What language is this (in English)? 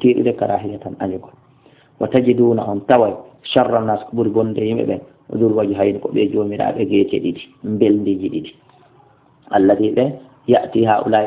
Fula